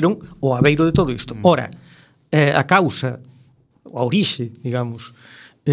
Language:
Galician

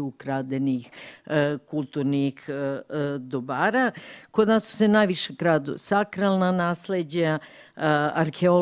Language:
Serbian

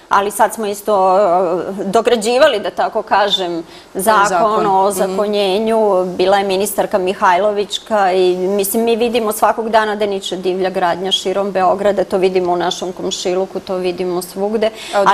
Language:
Serbian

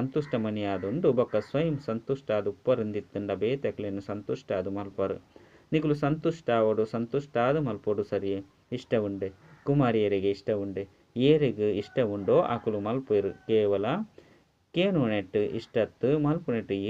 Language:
Tulu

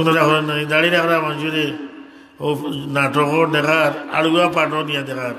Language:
Sylheti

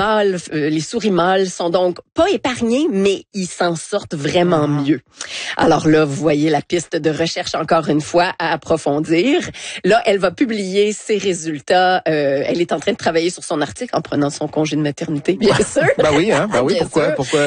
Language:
French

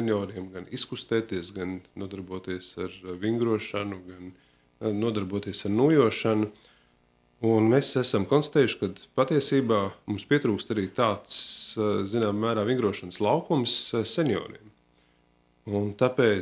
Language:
Latvian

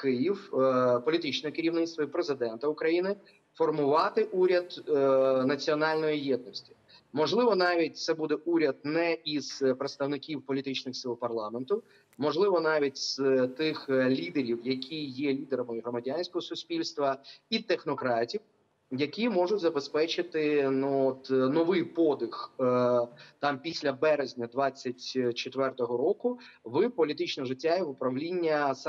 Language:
Ukrainian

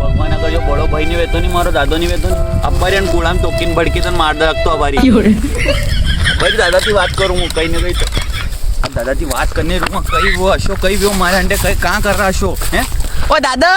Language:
Rajasthani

